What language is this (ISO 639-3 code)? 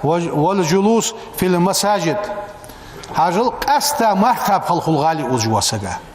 inh